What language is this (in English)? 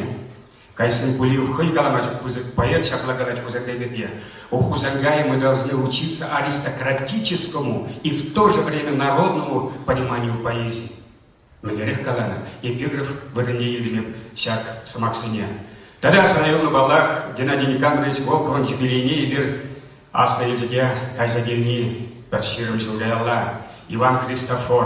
Chuvash